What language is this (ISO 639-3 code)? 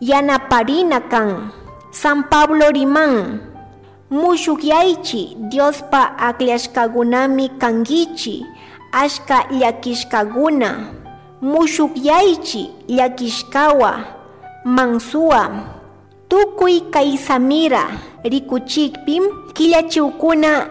qug